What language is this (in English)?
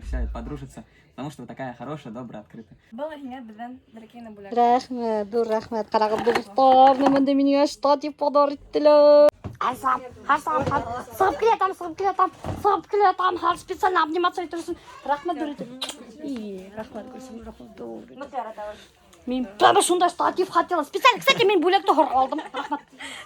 Bashkir